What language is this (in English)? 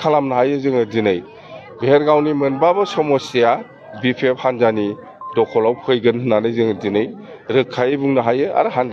Bodo